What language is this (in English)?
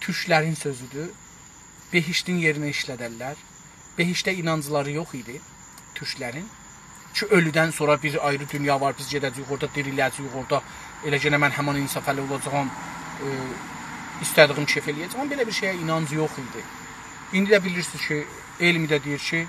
South Azerbaijani